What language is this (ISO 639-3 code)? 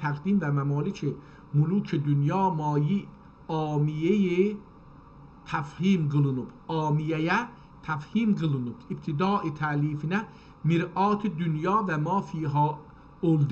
azb